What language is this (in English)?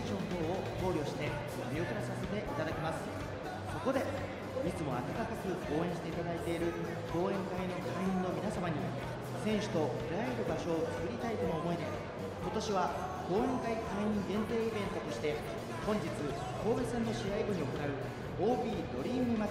Japanese